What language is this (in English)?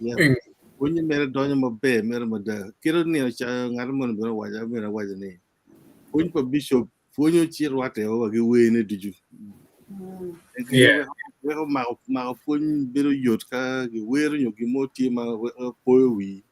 Acoli